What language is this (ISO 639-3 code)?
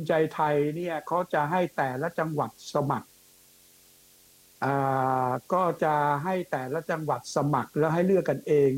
tha